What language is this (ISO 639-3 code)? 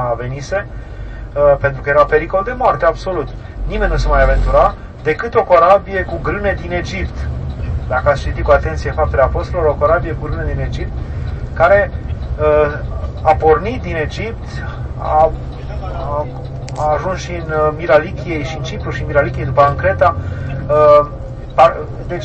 ron